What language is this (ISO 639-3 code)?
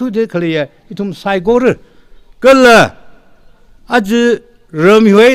nmf